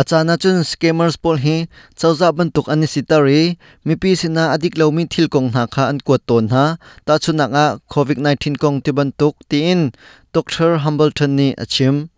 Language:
Hakha Chin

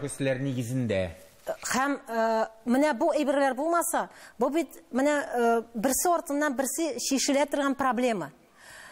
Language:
Tatar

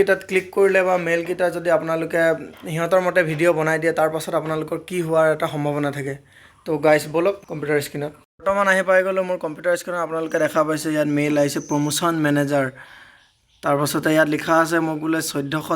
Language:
Assamese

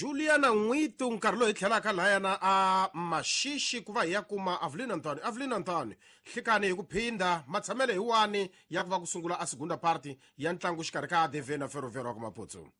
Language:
Tsonga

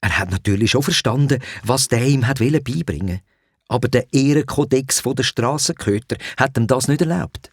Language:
Swiss German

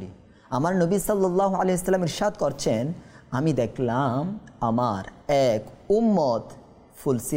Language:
Bangla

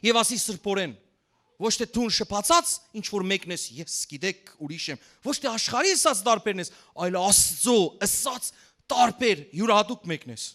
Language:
Western Armenian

